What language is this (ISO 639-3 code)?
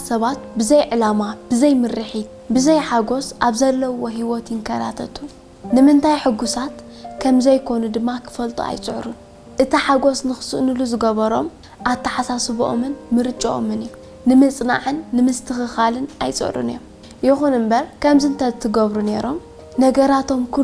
tir